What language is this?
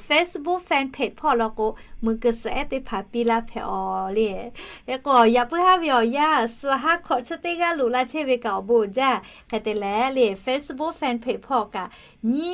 Lahu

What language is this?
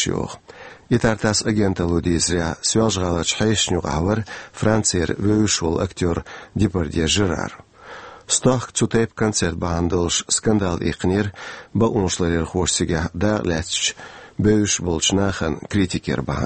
Chechen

